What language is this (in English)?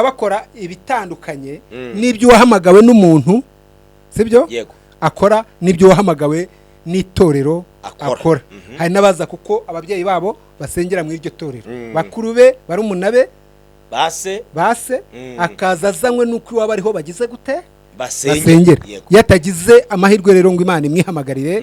Kinyarwanda